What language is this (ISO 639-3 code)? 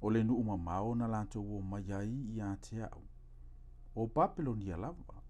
smo